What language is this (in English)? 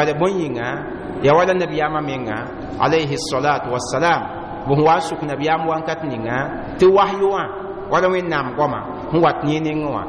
Mossi